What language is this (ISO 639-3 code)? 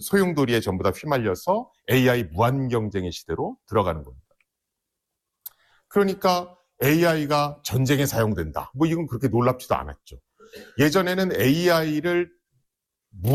kor